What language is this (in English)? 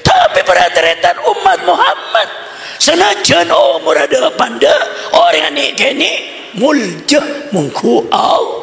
Madurese